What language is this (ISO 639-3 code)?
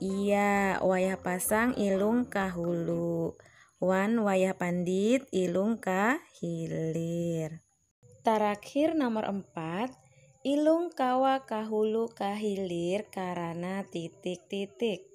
bjn